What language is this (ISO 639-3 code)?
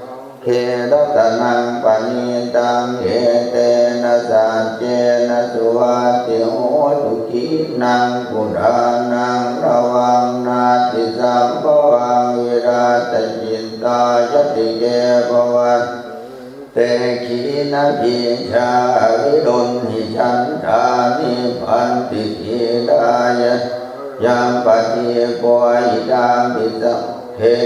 pli